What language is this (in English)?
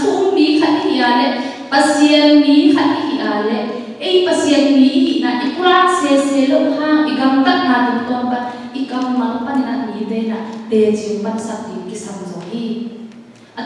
Tedim Chin